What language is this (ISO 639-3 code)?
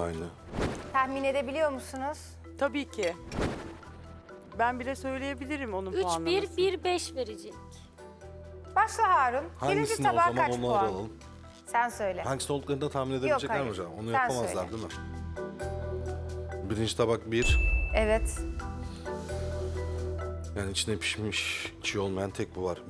tur